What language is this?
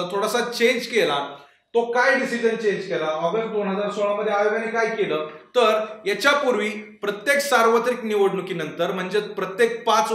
Marathi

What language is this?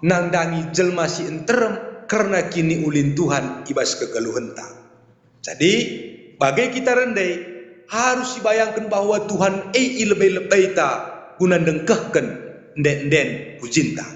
Batak Karo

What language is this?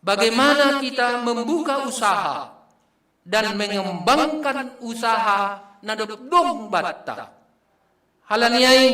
Batak Simalungun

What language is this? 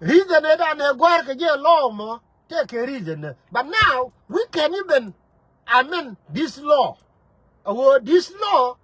Nuer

